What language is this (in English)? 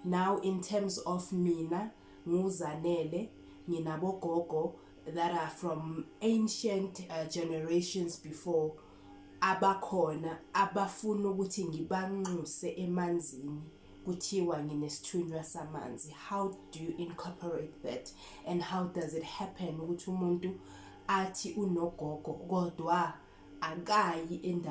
Zulu